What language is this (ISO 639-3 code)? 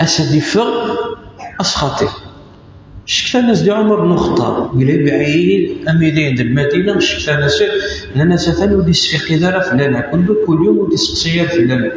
kab